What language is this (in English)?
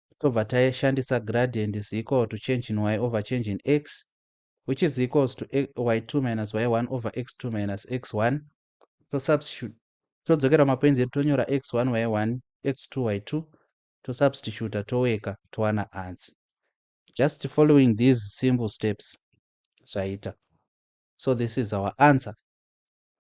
Shona